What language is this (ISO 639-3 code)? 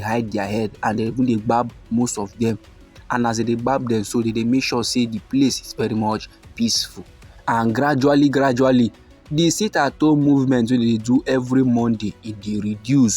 pcm